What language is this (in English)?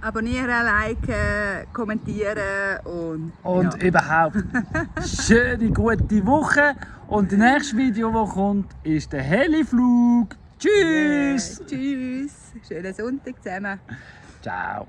Swiss German